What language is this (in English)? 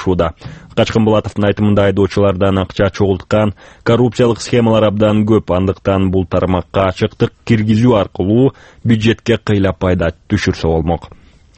Kyrgyz